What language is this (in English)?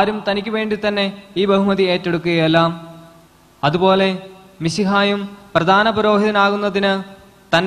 Malayalam